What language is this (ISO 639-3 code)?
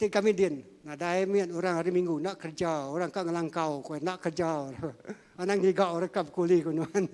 iba